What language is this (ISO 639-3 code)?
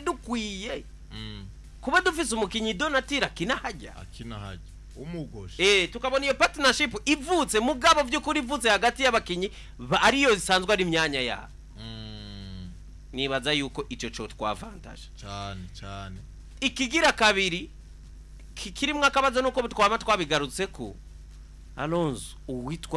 run